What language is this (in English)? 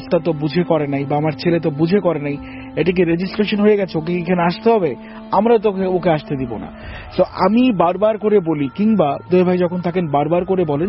Bangla